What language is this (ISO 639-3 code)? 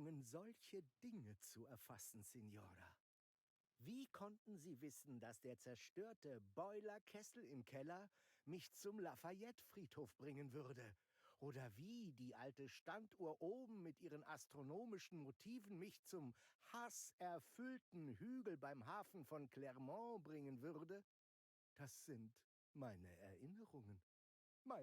bar